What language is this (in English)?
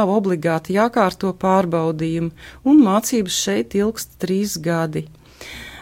Latvian